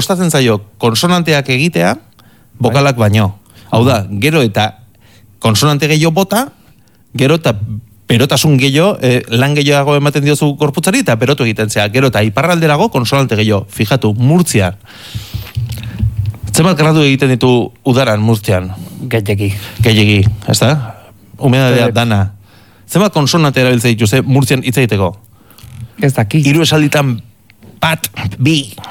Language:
Basque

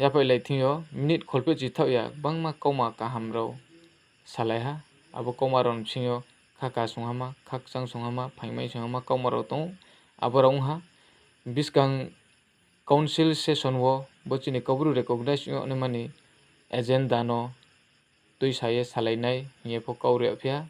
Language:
Riang (India)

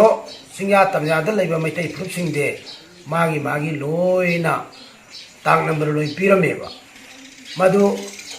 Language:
Manipuri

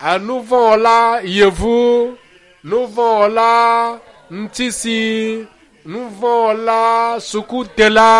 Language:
Ewe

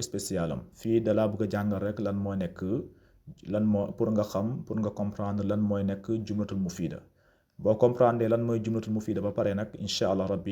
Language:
Wolof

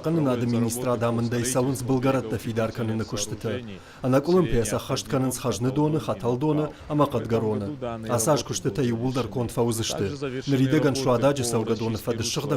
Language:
Ossetic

